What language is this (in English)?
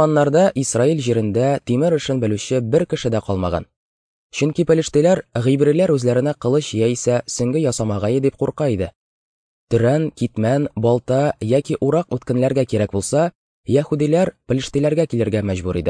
Tatar